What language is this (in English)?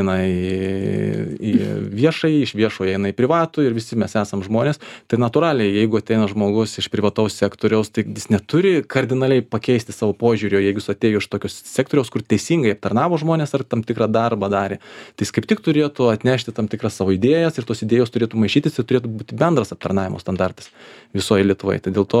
Lithuanian